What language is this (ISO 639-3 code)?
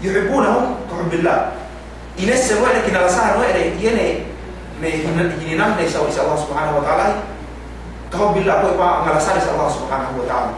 yka